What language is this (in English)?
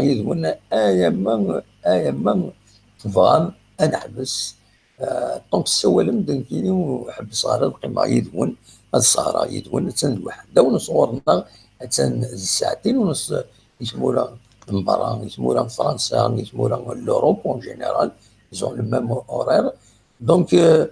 Kabyle